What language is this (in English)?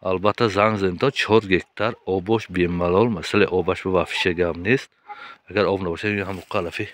Tajik